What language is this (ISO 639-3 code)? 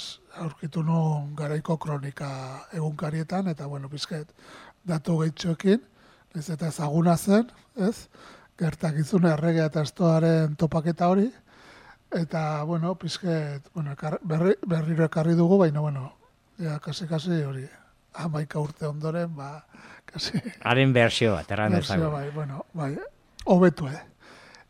eus